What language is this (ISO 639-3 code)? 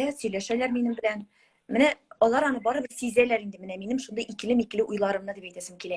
tat